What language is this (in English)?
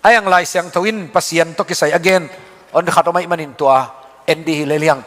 Tedim Chin